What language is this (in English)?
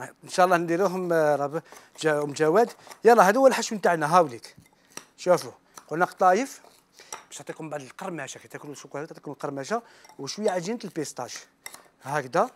Algerian Arabic